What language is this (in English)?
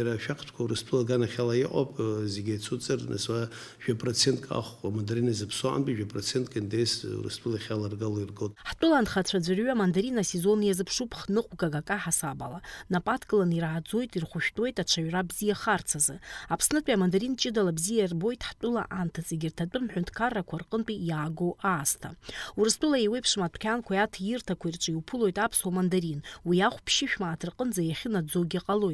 Abkhazian